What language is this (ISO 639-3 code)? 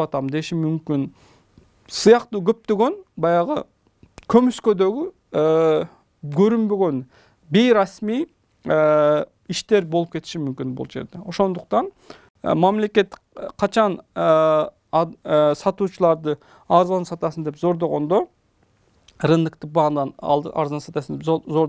kir